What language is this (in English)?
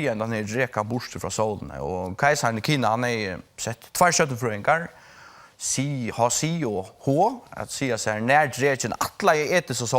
Faroese